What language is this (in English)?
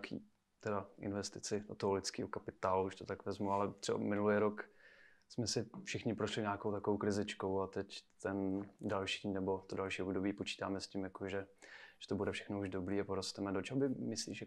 Czech